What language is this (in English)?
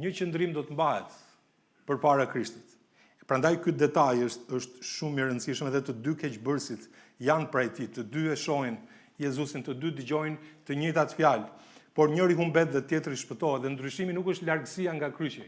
Albanian